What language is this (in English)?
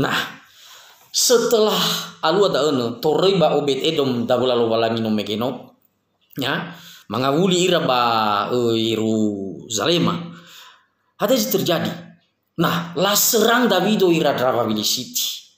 Nias